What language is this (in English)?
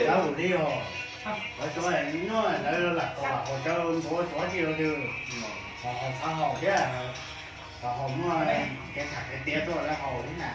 Hmong